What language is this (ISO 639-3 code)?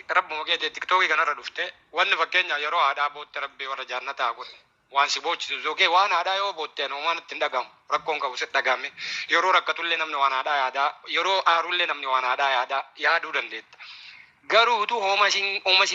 orm